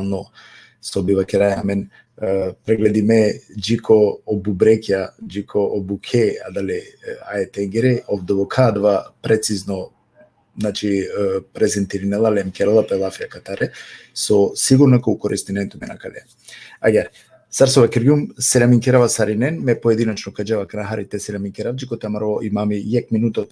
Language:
Balkan Romani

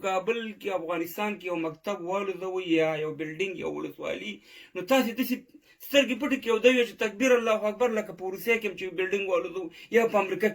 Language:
Pashto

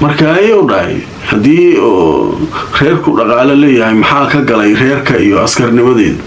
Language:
Somali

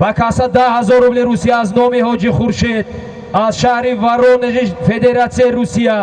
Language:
Tajik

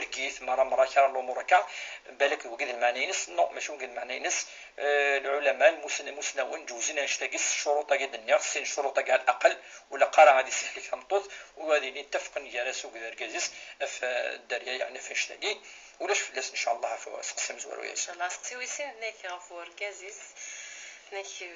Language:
Kabyle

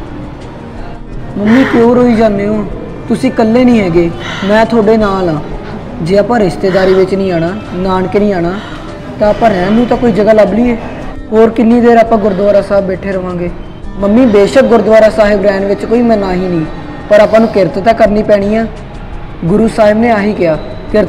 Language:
Punjabi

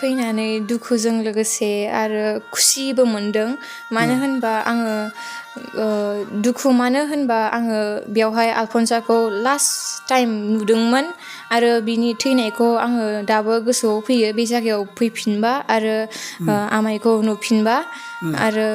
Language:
Bodo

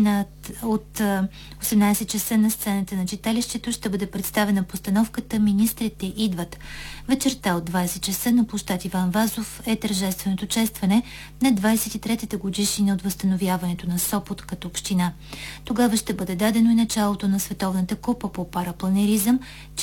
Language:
Bulgarian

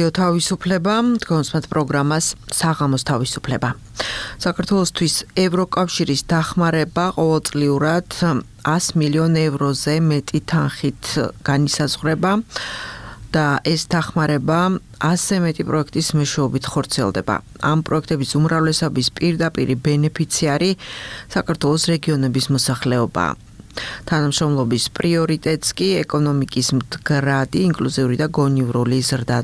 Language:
Georgian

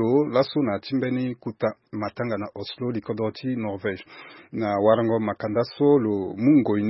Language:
Sango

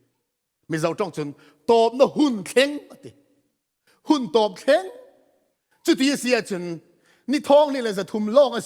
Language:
Falam Chin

